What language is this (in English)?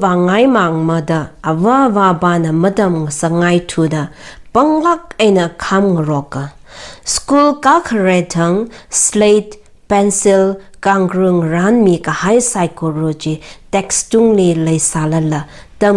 Tangkhul Naga (India)